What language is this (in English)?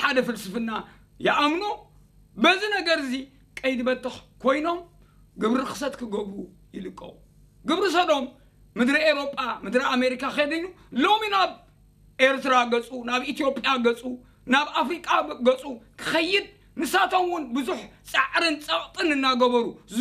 Tigrinya